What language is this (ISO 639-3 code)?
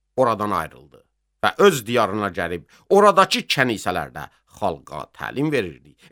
aze